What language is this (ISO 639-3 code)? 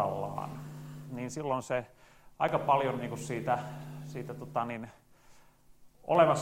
fin